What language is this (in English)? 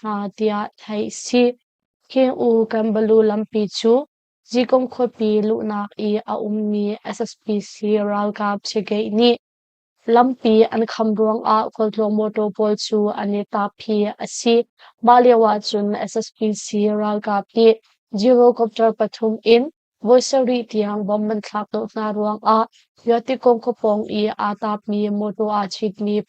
Hakha Chin